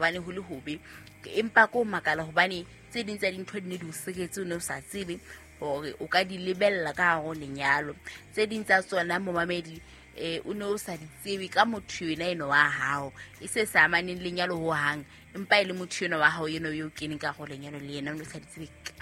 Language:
Southern Sotho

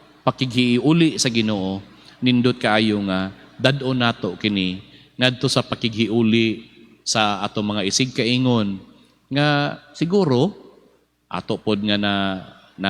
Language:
Cebuano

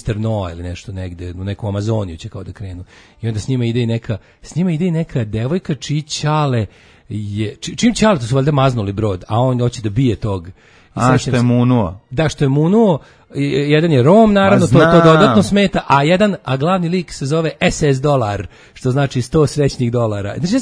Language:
Serbian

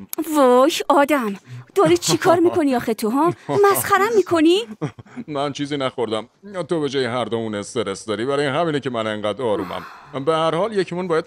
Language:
Persian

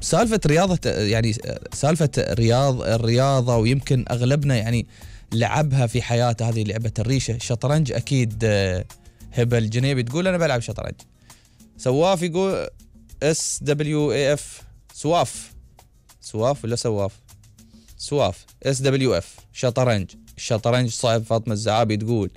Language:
Gulf Arabic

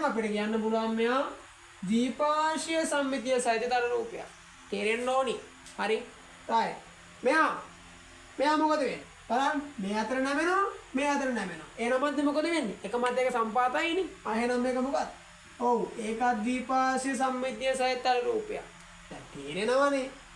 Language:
Sinhala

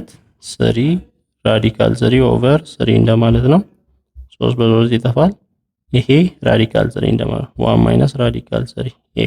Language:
Amharic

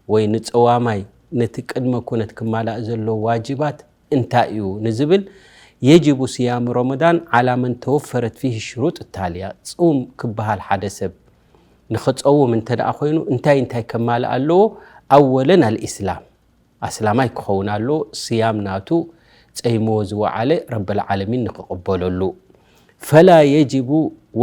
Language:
Tigrinya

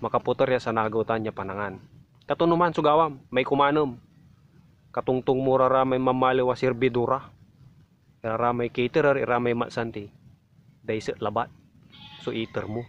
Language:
Pangasinan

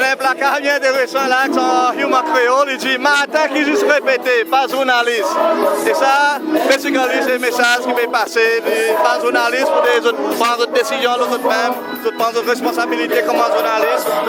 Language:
Seselwa Creole French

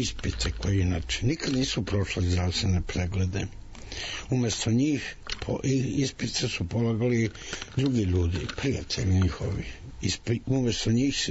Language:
Serbian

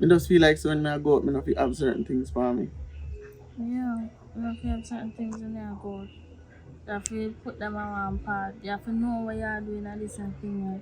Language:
Jamaican Creole English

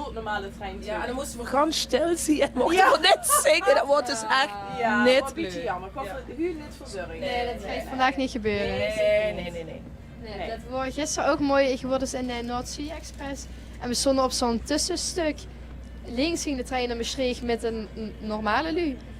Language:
Limburgish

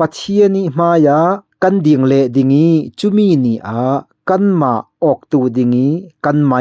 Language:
Falam Chin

